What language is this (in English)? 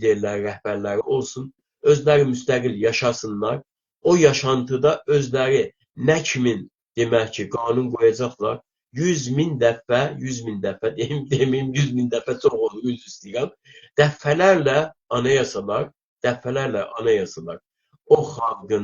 South Azerbaijani